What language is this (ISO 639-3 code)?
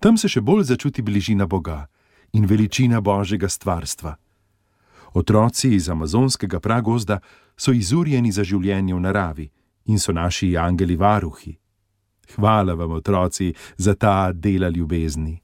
slv